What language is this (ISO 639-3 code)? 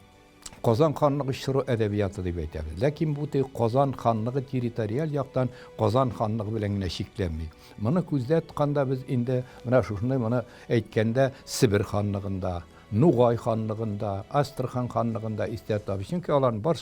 tat